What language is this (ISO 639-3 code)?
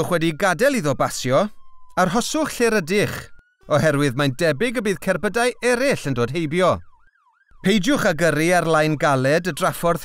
cym